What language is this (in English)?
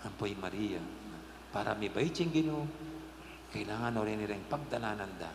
Pampanga